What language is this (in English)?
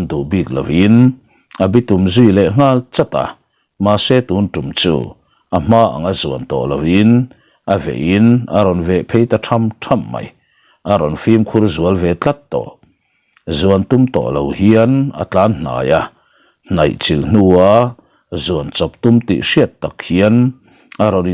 Mizo